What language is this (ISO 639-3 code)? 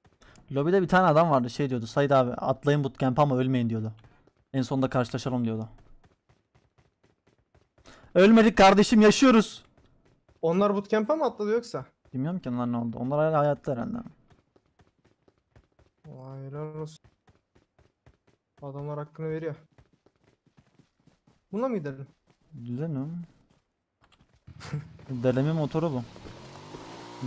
tur